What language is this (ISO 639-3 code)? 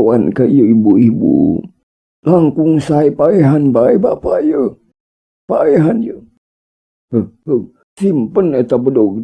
sun